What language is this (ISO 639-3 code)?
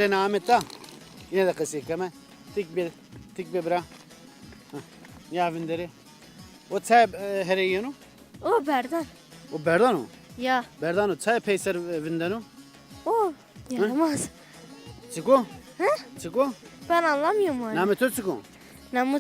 zza